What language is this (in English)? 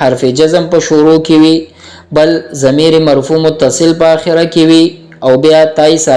Pashto